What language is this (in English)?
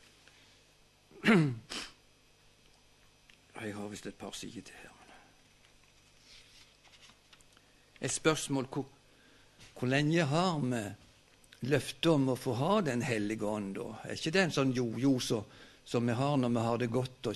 Norwegian